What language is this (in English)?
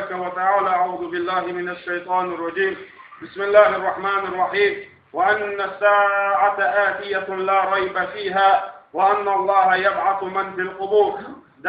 Chechen